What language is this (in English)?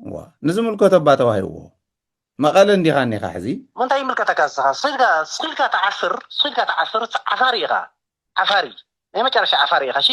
Tigrinya